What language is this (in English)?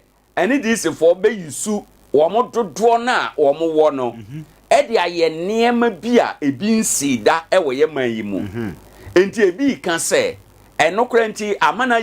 Akan